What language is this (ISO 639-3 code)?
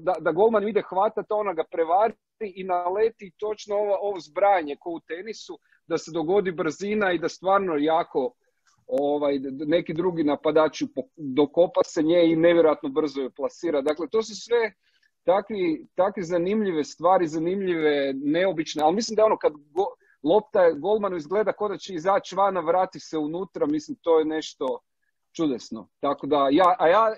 hrv